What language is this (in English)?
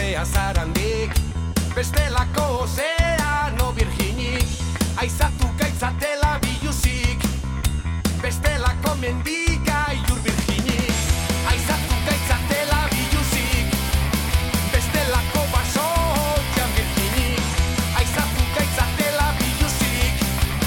Basque